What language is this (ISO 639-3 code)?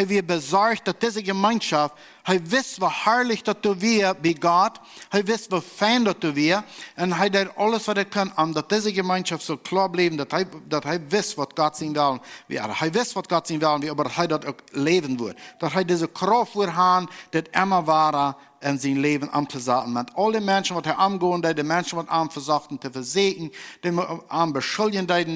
pdt